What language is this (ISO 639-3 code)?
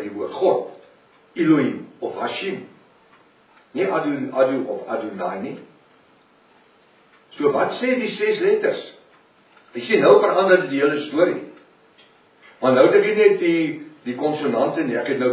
afr